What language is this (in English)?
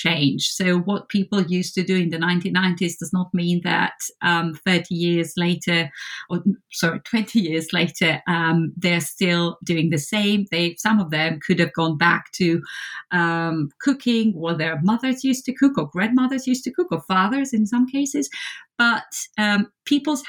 English